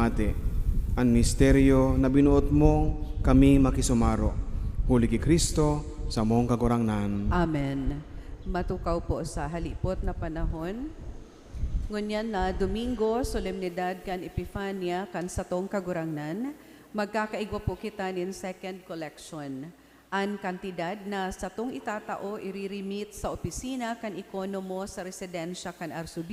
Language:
Bikol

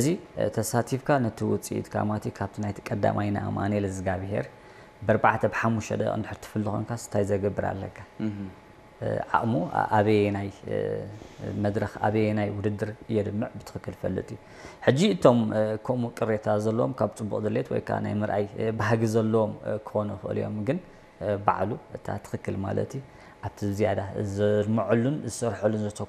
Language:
Tigrinya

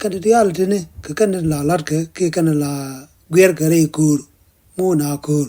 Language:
Nuer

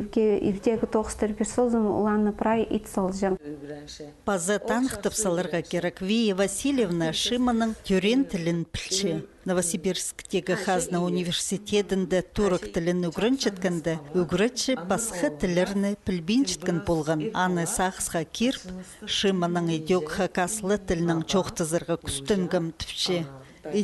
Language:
Khakas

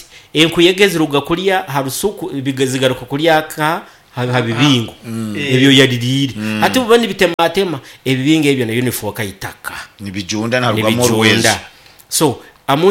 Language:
Nyoro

